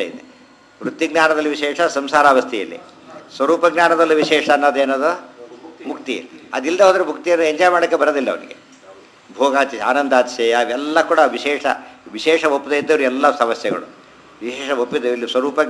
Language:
Kannada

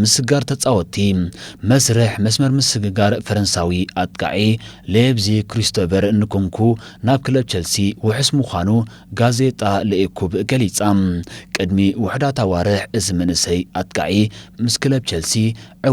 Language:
Tigrinya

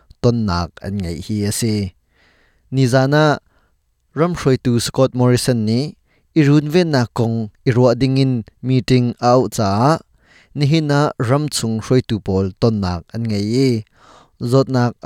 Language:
Hakha Chin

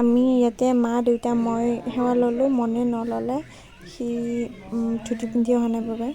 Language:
Assamese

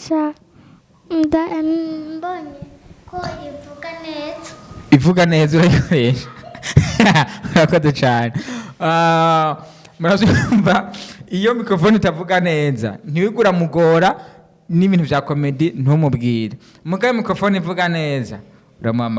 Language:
Rundi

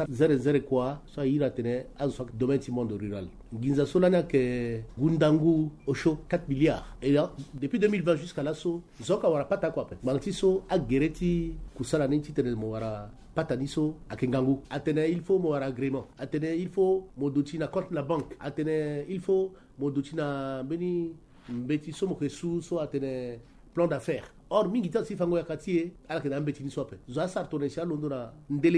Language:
Sango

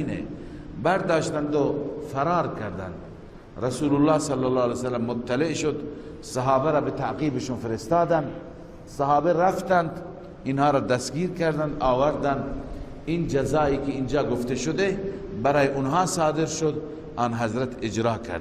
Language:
Persian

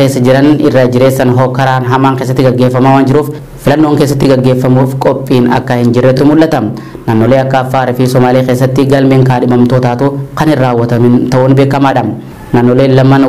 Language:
Oromo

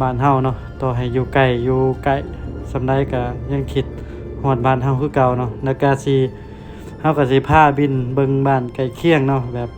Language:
Lao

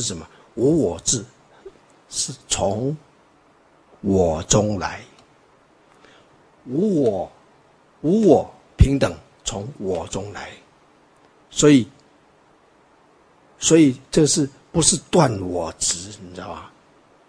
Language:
Chinese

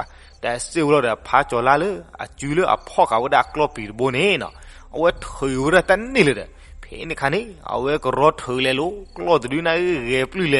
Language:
S'gaw Karen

